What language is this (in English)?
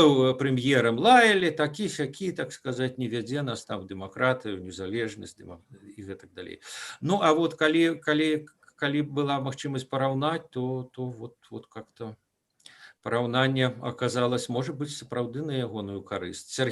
Belarusian